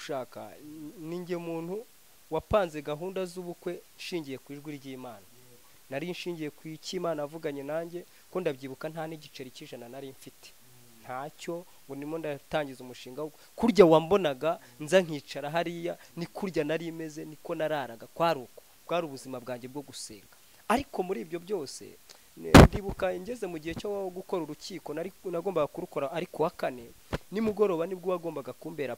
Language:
Kinyarwanda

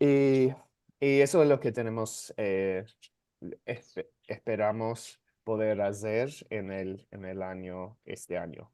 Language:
Ladino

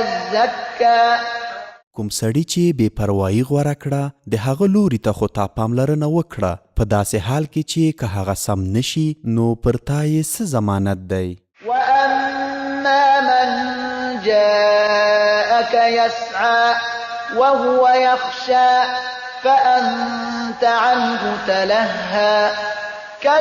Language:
Pashto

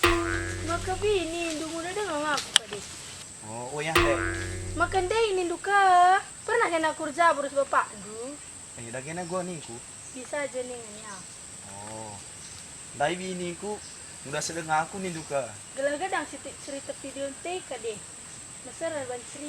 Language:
Batak Karo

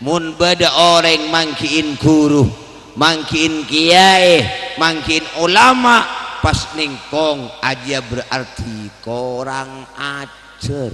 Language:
Madurese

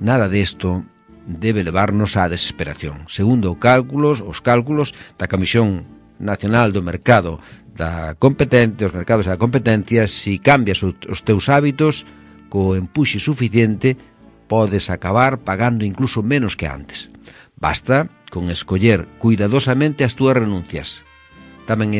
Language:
Galician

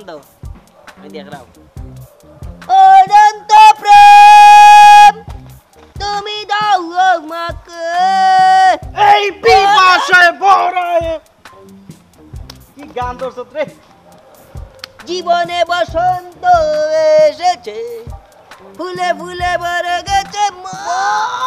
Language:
Bangla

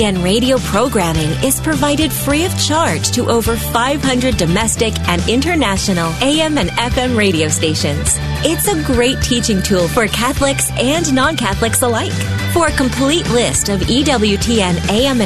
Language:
English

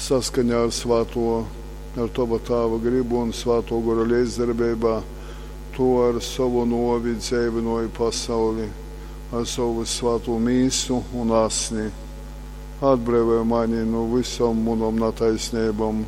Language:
Latgalian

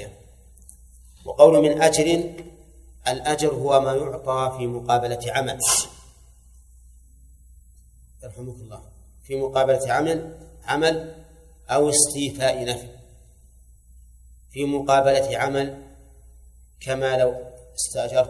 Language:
Arabic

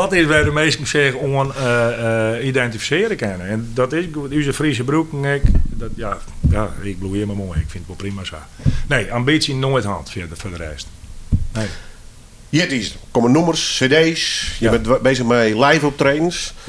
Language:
Western Frisian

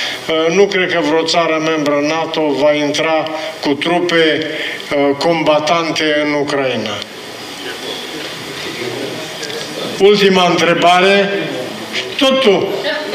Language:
Romanian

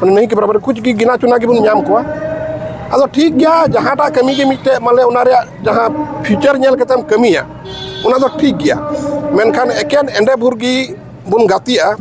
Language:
Santali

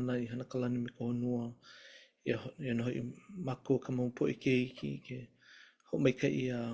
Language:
Hawaiian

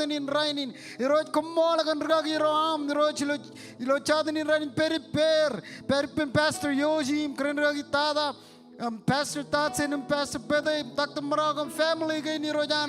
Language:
Marshallese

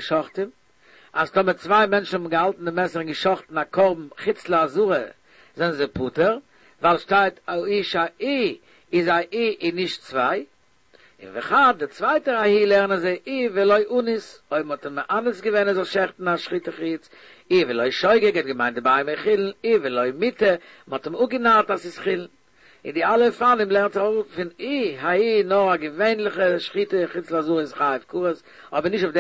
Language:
Yiddish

